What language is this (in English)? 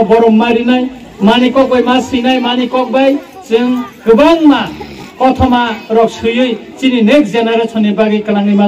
Kok Borok